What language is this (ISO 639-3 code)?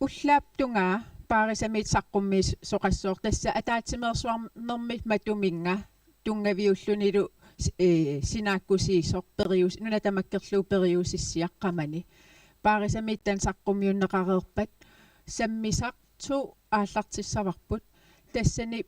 kal